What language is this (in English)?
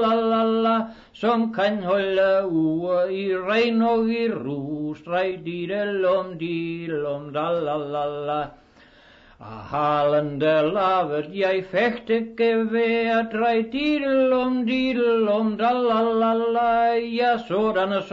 Danish